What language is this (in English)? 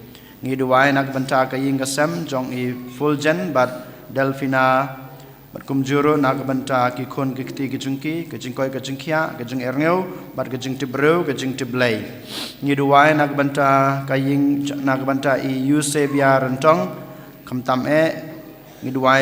Khasi